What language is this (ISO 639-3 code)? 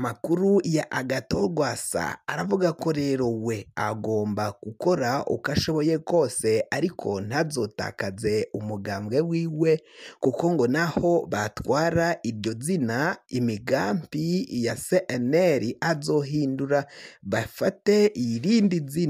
run